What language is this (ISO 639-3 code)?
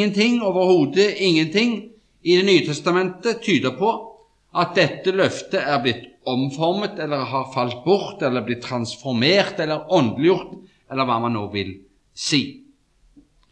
nor